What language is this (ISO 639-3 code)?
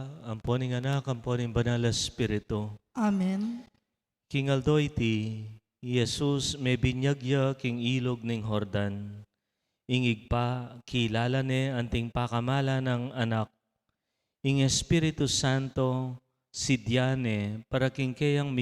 pam